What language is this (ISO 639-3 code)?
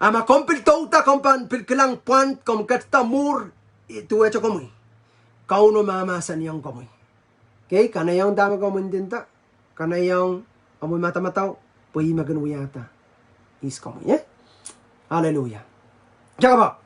pon